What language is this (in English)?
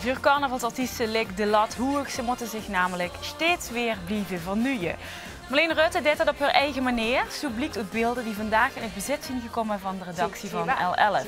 Limburgish